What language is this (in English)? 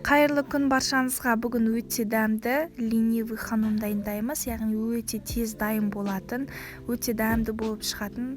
Kazakh